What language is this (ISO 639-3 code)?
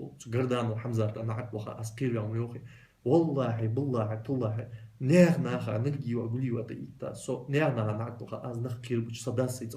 inh